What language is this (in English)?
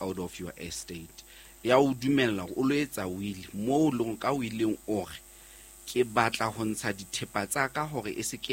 Southern Sotho